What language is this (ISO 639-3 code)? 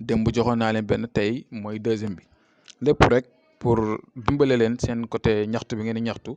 wol